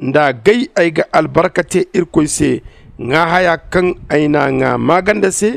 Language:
Zarma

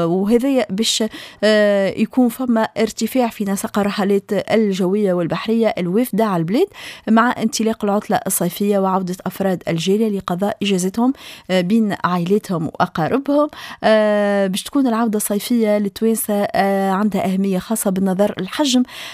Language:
Tunisian Arabic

